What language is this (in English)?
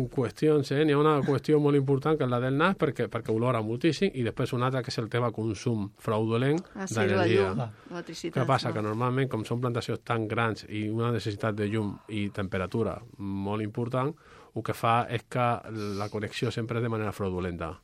Catalan